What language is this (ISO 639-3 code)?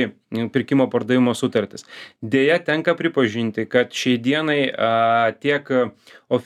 lit